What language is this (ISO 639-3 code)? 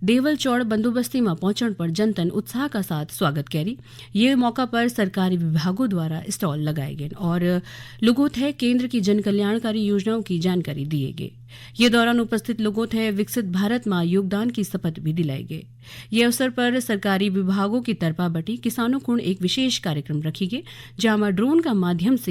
gbm